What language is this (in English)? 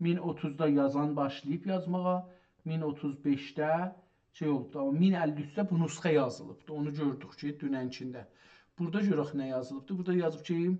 South Azerbaijani